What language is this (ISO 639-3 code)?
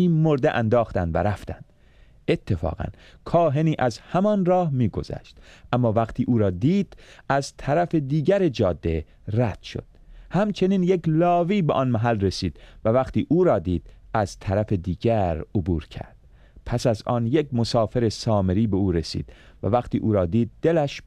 fas